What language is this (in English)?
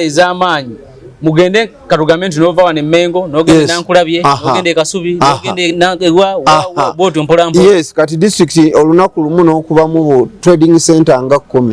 Ganda